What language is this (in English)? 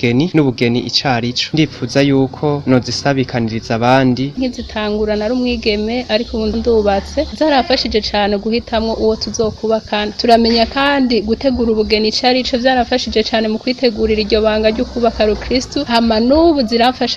Rundi